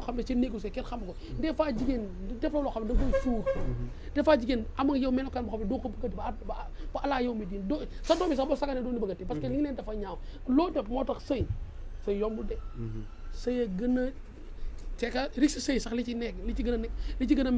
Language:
Wolof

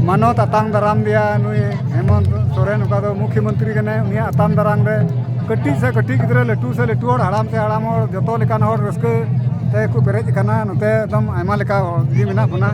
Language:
Santali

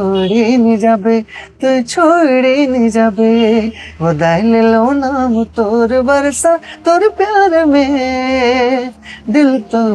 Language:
Sadri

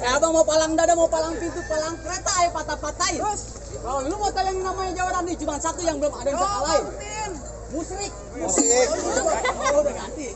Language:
Betawi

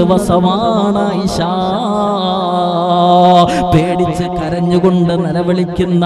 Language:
Malayalam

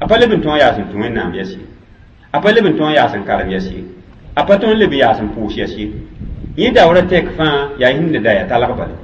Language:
Mossi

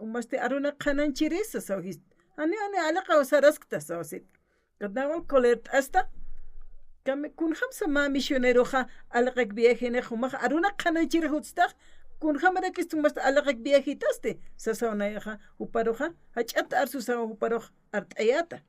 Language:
Aymara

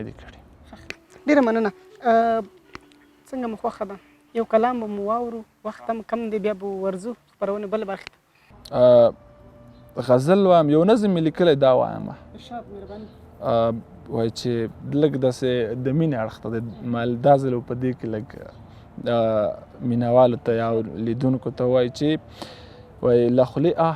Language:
Pashto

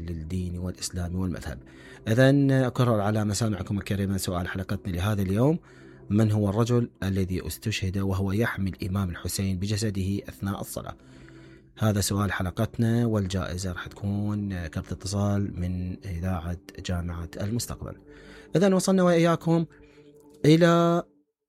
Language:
Mesopotamian Arabic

